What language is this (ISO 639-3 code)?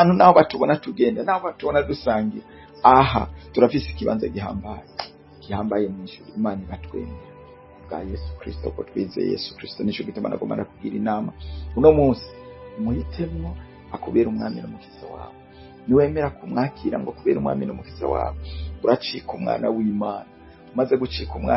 run